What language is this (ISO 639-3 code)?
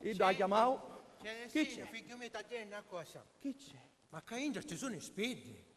scn